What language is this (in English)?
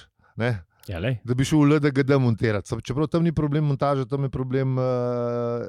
Slovenian